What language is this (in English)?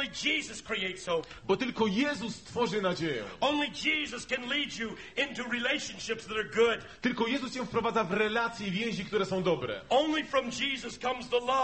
Polish